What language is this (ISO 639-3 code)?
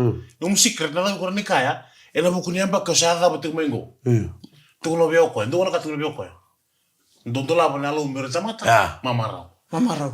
fij